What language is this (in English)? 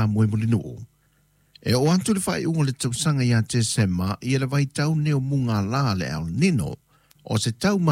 Samoan